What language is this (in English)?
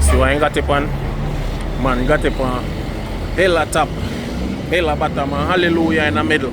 Jamaican Creole English